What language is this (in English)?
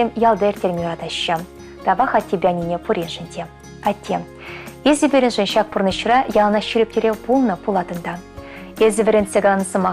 Chuvash